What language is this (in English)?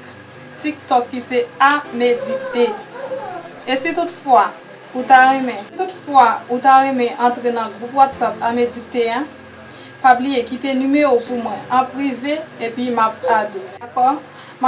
Haitian Creole